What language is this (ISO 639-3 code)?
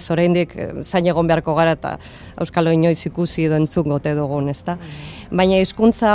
eus